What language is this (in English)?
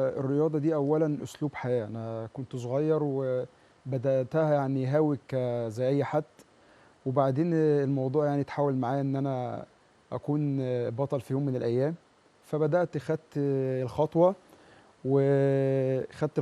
Egyptian Arabic